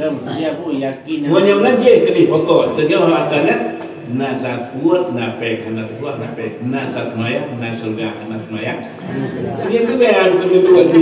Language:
Achinese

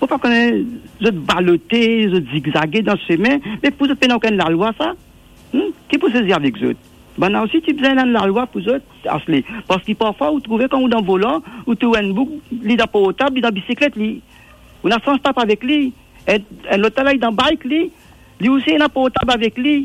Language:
Morisyen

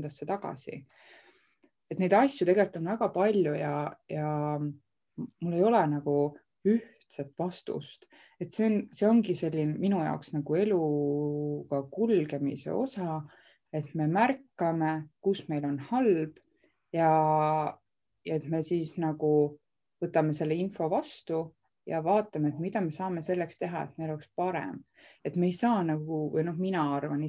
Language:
Estonian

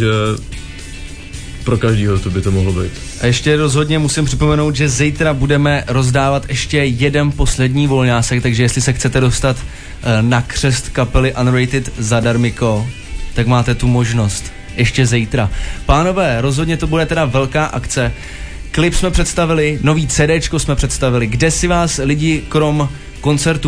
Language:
Czech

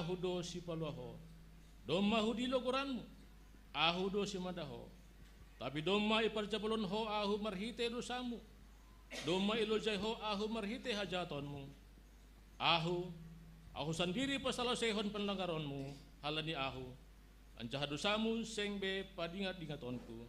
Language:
Batak Simalungun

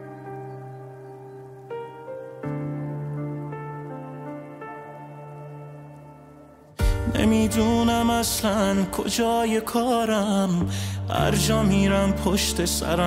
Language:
Persian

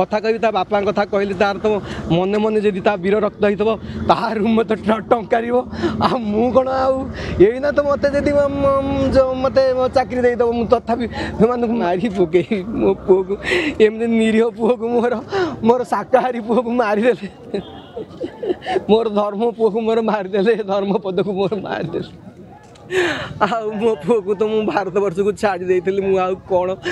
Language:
Odia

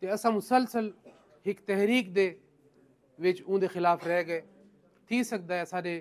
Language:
Saraiki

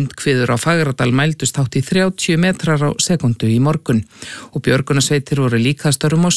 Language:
Icelandic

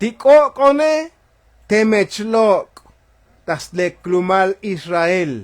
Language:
Tzotzil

